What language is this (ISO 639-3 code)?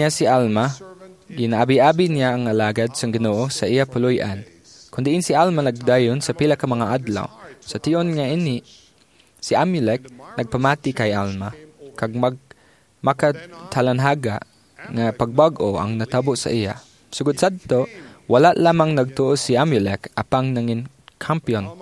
hil